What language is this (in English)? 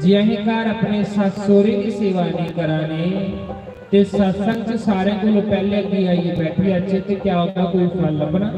Dogri